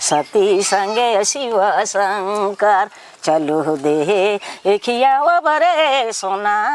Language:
Sadri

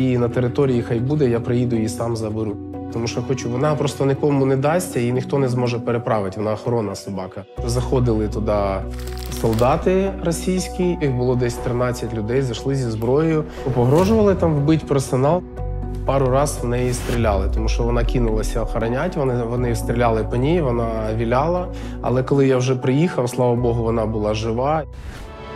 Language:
Ukrainian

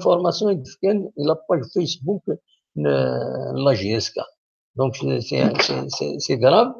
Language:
Kabyle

